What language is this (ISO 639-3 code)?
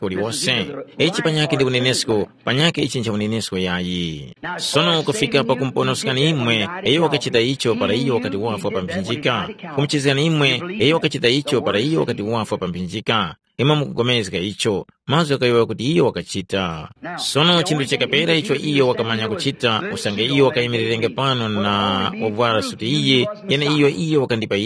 tum